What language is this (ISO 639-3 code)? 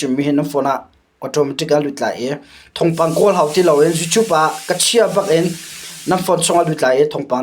cnh